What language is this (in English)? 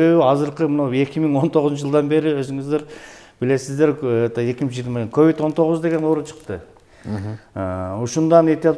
Kyrgyz